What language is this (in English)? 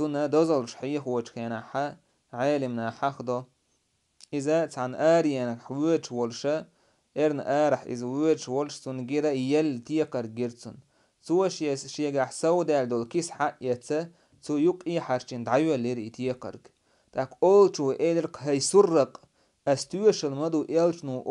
Chechen